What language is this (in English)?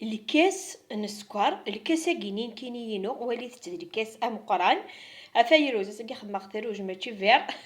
Kabyle